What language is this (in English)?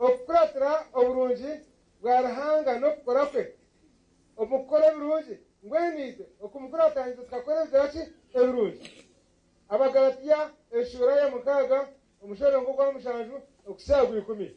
Nyankole